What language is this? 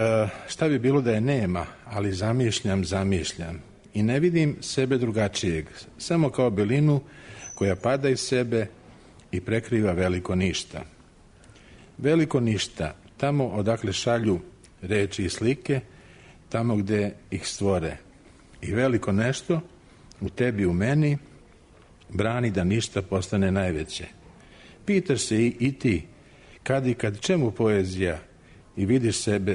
Serbian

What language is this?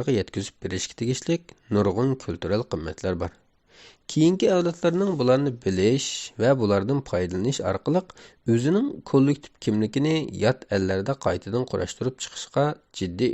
Uyghur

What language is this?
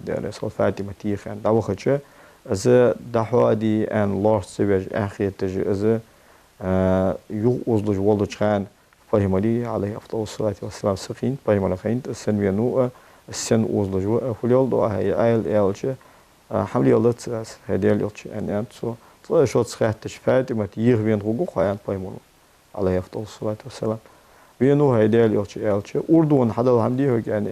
Ingush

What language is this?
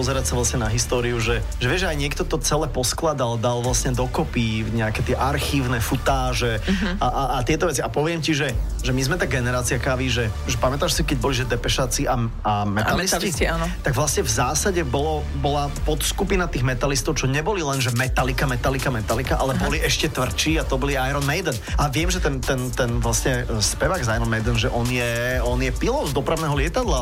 Slovak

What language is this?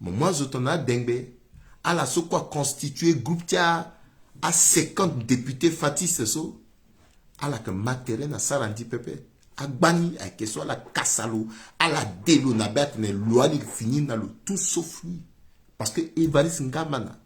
Sango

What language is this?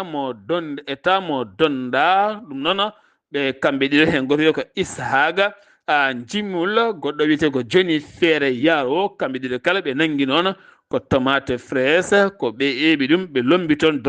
Fula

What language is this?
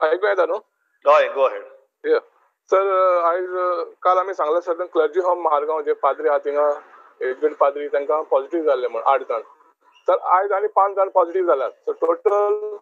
Konkani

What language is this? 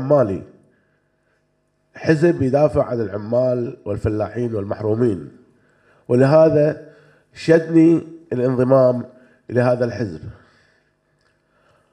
Arabic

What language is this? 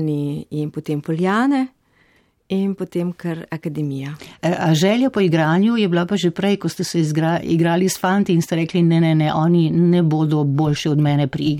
Slovenian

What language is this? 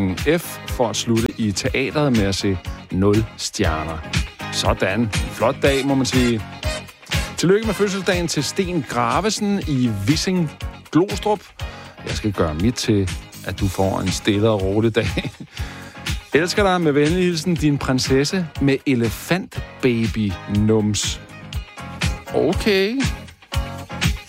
Danish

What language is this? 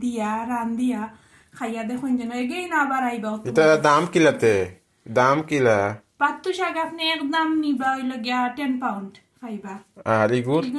Sylheti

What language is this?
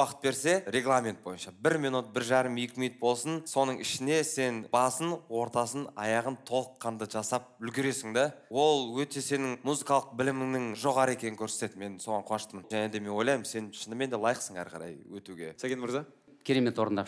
Kazakh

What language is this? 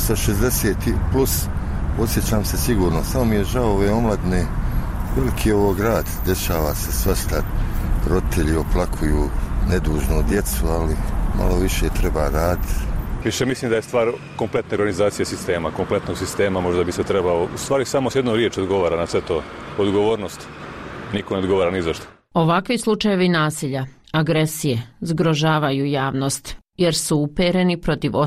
Bosnian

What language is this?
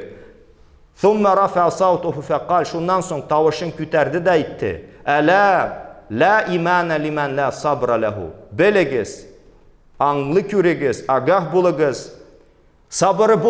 Tatar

